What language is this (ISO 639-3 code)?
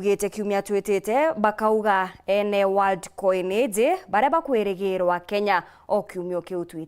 mer